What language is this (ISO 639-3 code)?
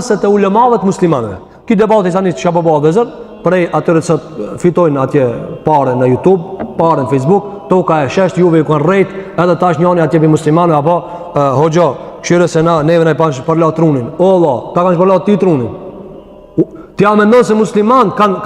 sqi